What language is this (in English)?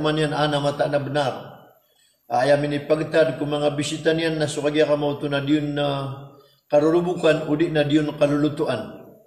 Maranao